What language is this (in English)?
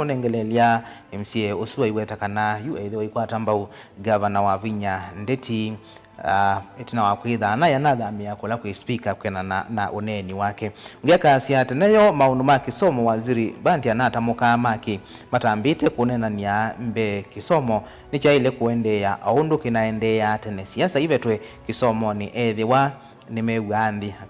Kamba